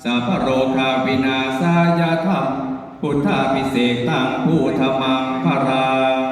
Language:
Pali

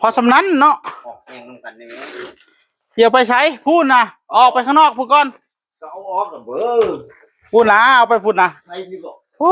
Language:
Northeastern Thai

